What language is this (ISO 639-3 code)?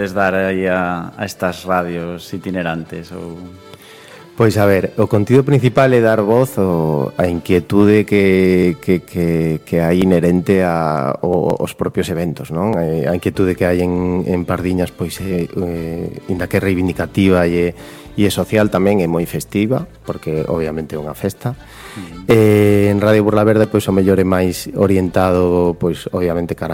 glg